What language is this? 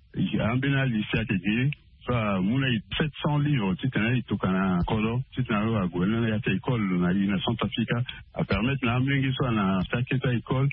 Sango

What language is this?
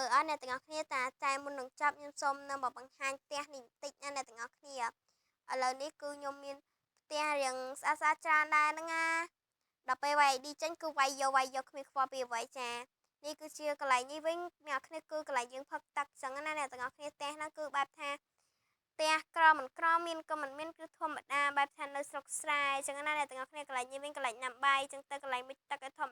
Khmer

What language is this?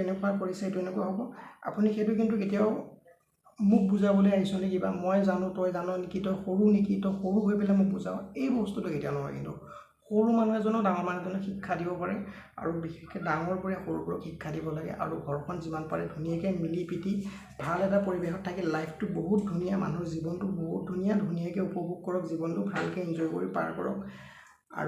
Assamese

